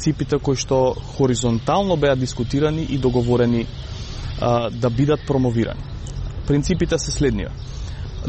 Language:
Macedonian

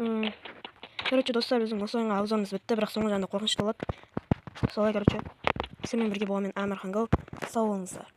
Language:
Kazakh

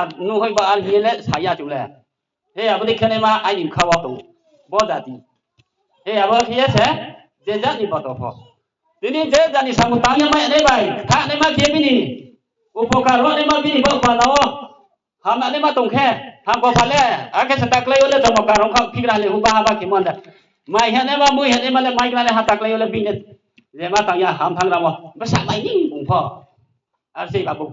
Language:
Riang (India)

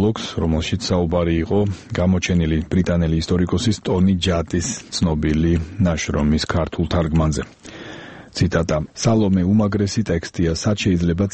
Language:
Georgian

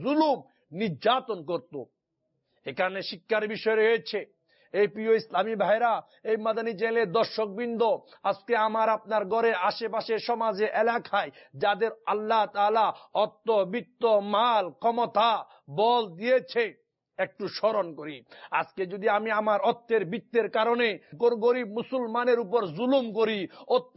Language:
Bangla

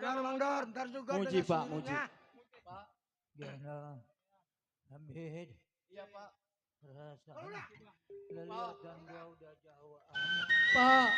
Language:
Betawi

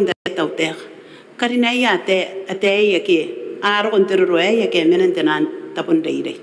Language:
Gilbertese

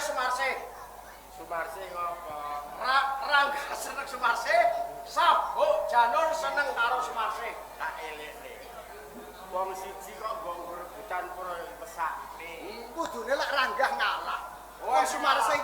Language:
Javanese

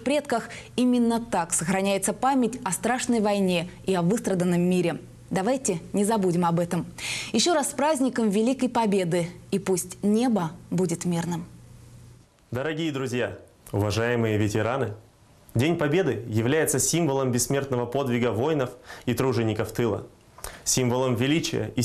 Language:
Russian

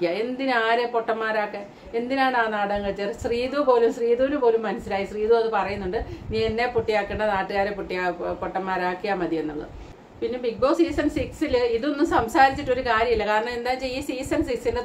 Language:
Malayalam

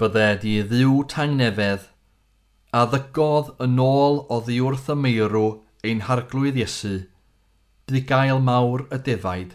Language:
Welsh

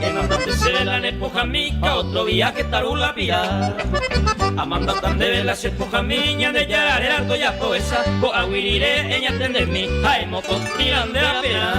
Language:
Guarani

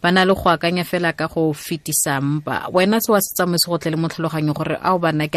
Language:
Tswana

